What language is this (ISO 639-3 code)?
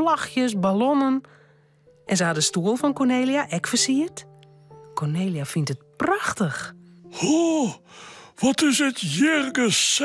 fry